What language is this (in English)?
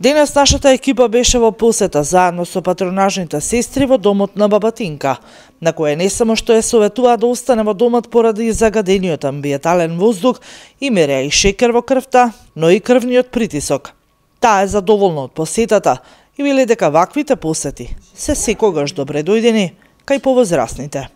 Macedonian